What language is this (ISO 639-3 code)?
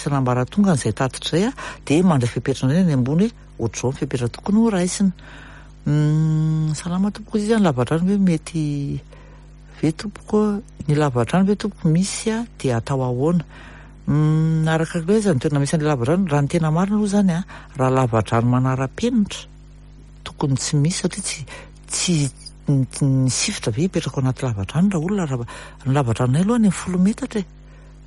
mlg